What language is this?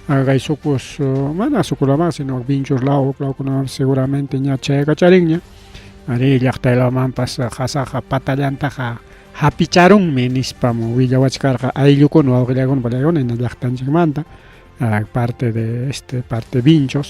Ayacucho Quechua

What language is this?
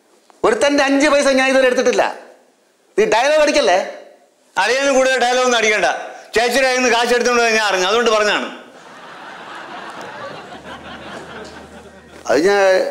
Malayalam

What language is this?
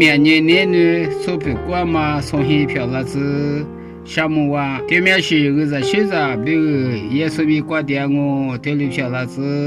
Lisu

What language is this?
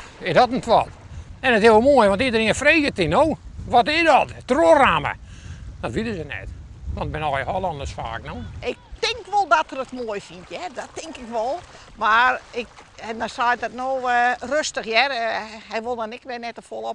Western Frisian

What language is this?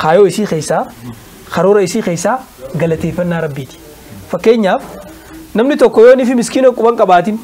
Oromo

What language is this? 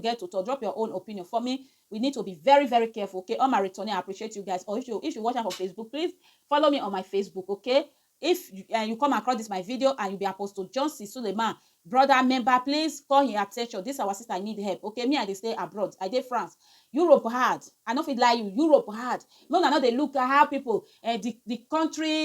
Nigerian Pidgin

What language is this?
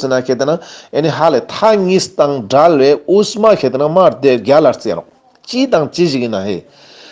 Ladakhi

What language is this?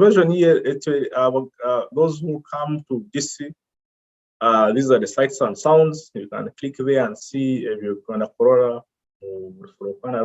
Nyoro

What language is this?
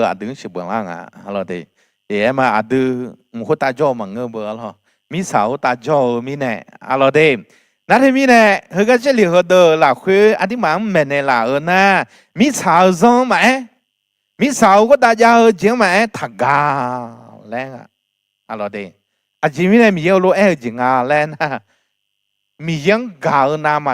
Akha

